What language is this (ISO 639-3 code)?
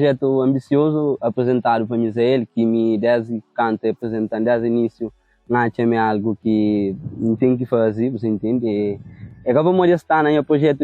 kea